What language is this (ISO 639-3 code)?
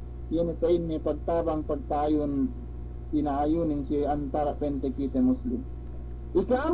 yka